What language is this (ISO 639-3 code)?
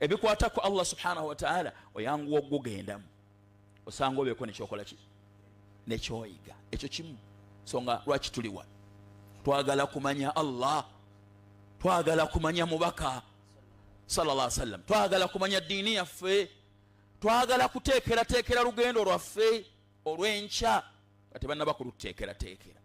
lug